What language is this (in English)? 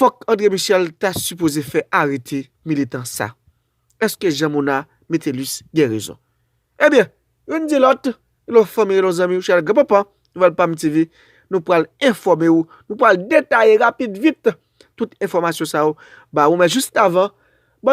Haitian Creole